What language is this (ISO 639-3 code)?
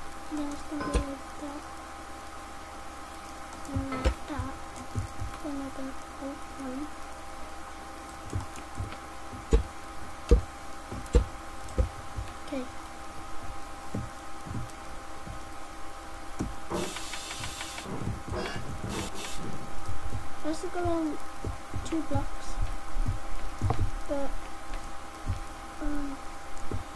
eng